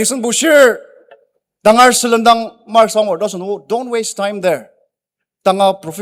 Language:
Ao Naga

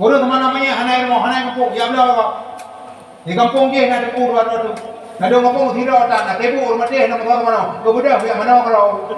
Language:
Achinese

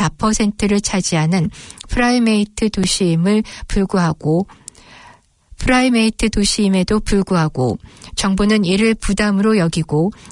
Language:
Korean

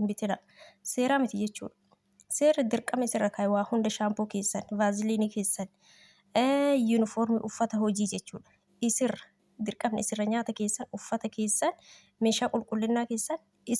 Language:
Oromo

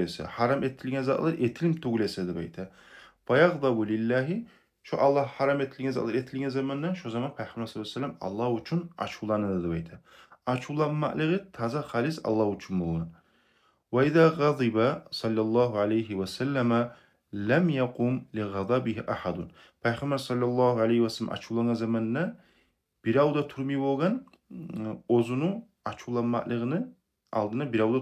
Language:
Kumyk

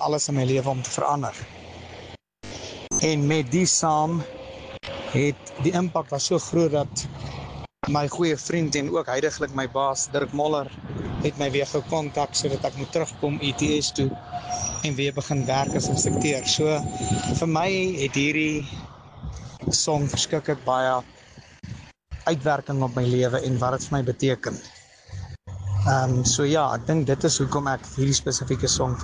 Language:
Afrikaans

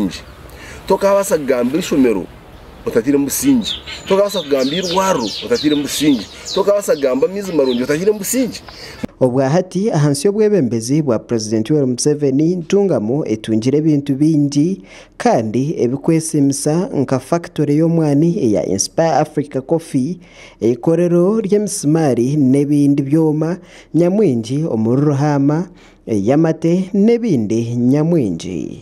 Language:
Nyankole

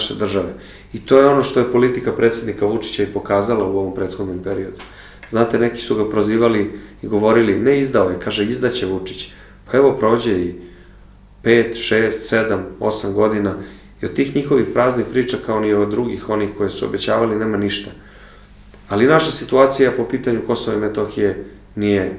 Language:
Serbian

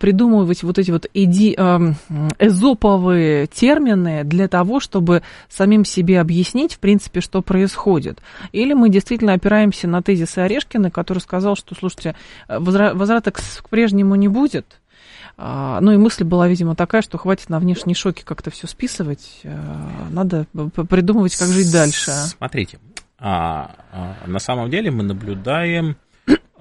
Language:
Russian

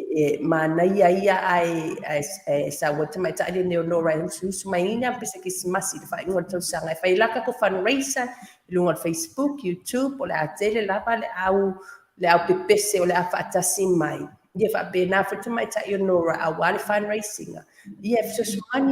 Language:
Samoan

